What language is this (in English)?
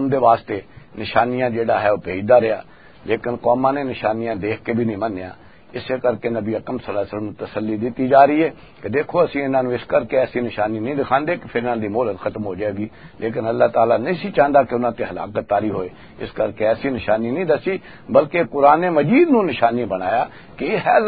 Western Panjabi